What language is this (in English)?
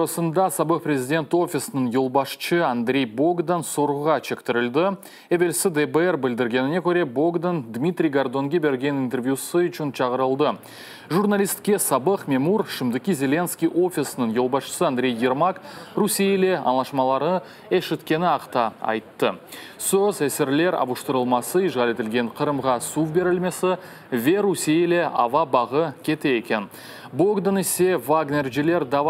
Crimean Tatar